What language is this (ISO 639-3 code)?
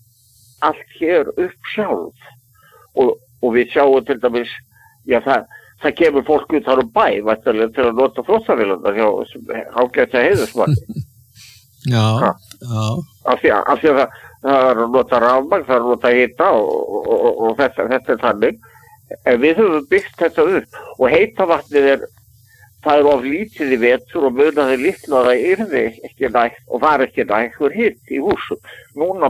isl